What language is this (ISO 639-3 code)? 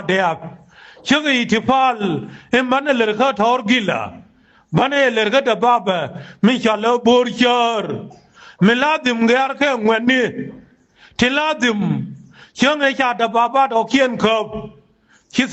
nus